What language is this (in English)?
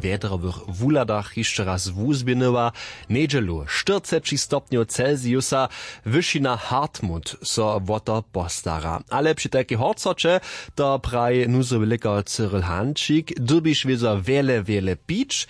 Upper Sorbian